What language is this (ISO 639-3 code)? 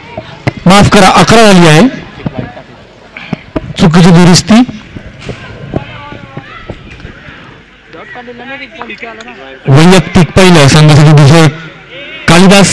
mar